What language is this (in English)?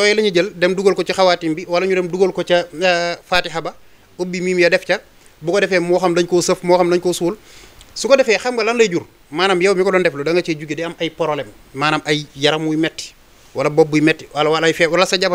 Wolof